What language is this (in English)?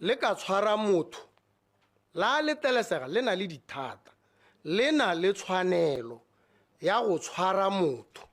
Tswana